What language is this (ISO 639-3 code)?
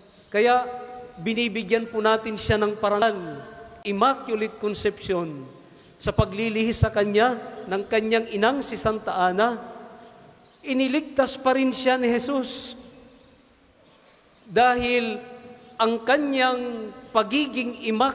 fil